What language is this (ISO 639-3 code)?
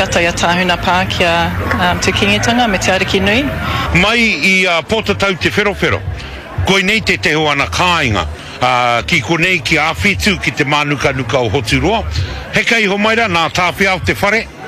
mri